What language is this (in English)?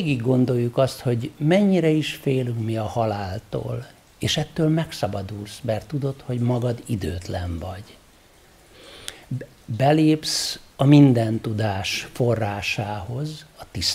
Hungarian